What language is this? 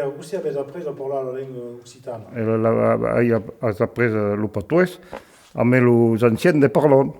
Occitan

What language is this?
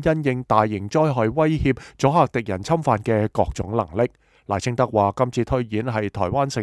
Cantonese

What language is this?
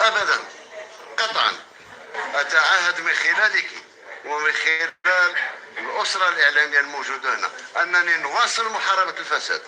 Kabyle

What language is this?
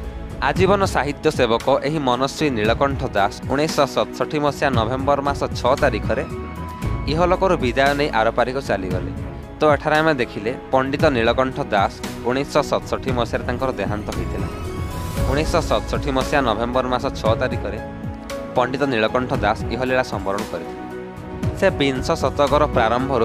Odia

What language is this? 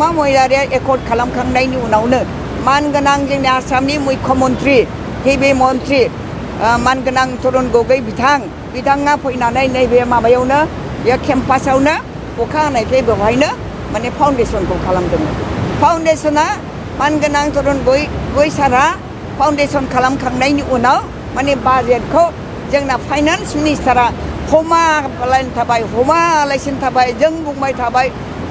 Bodo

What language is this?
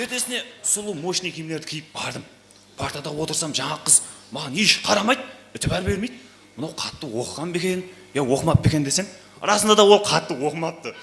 Kara-Kalpak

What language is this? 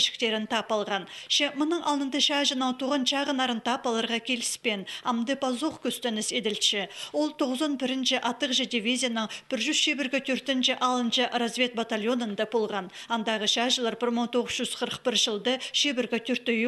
Khakas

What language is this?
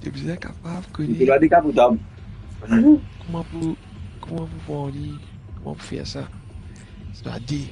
Morisyen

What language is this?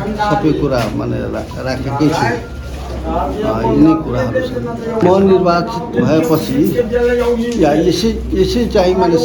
Nepali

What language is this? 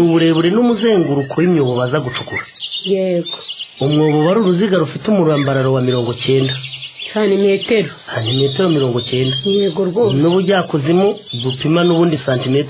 Kinyarwanda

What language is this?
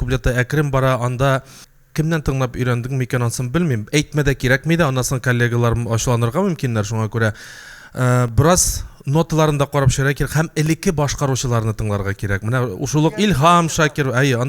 Tatar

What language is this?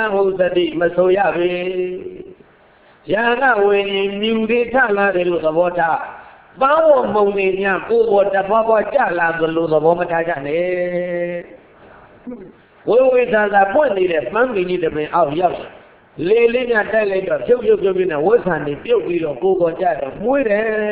Burmese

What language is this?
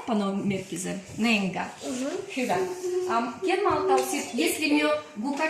Livvi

